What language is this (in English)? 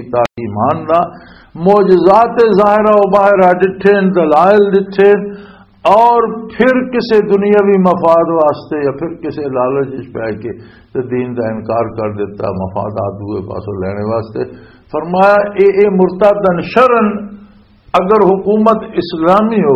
Western Panjabi